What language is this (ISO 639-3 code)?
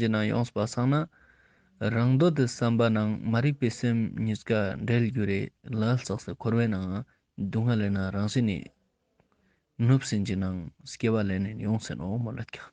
lbj